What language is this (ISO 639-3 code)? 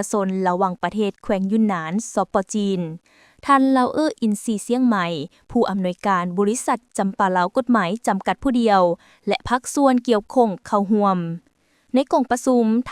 lao